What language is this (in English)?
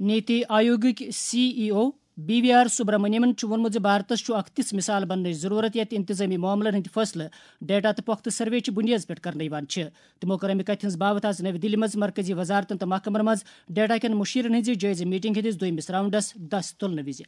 Kashmiri